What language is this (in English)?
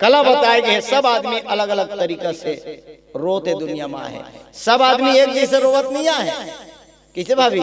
Chhattisgarhi